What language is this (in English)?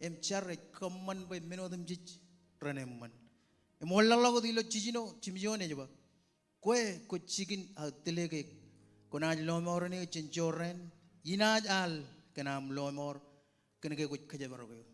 Marshallese